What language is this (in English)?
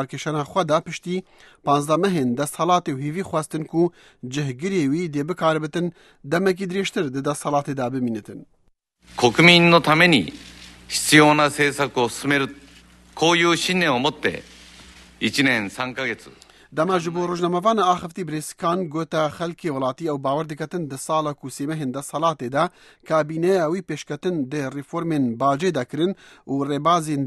Central Kurdish